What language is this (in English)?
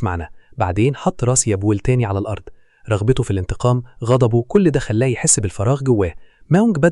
Egyptian Arabic